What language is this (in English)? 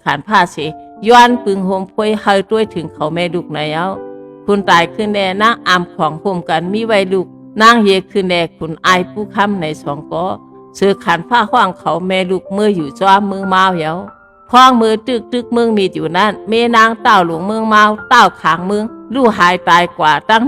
Shan